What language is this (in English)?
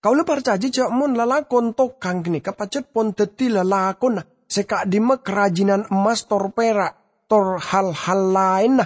Madurese